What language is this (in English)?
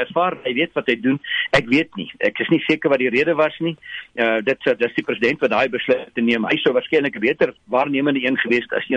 Afrikaans